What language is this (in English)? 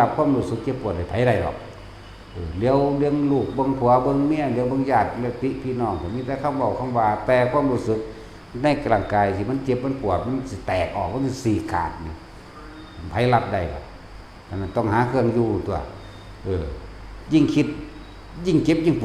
Northeastern Thai